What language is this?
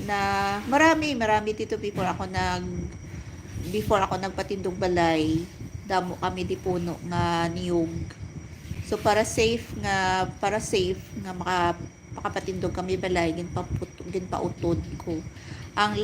Hiligaynon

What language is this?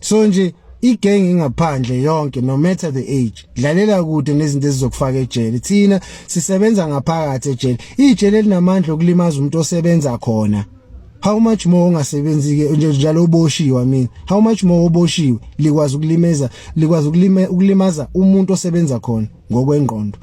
Zulu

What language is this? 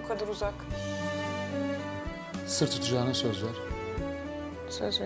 Turkish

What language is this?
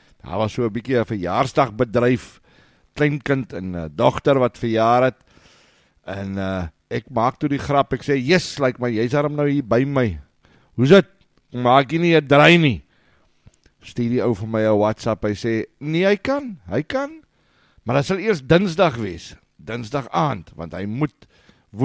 Afrikaans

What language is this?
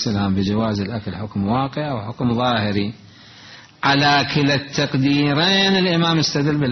Mesopotamian Arabic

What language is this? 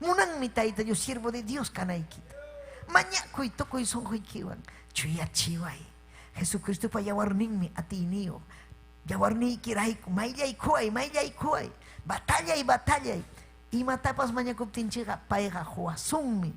Ayacucho Quechua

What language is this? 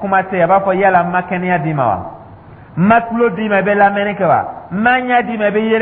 Dyula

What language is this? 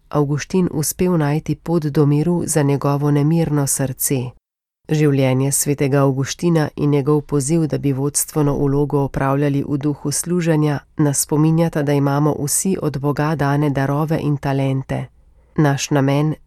Slovenian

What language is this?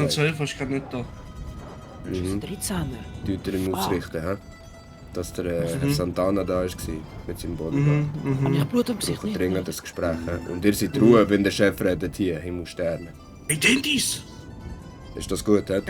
Swiss German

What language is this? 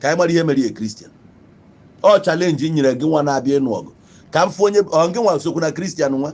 Igbo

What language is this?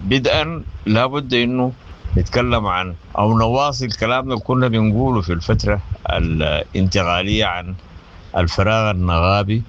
Sudanese Arabic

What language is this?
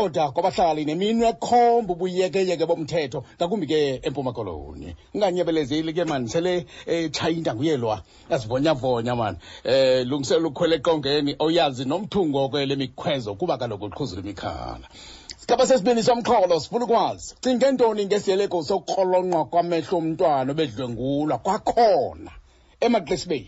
Xhosa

